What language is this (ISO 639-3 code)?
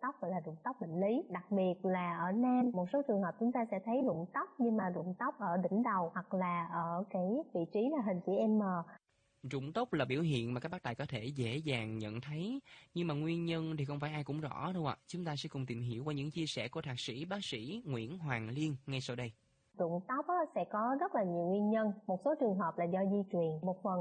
vie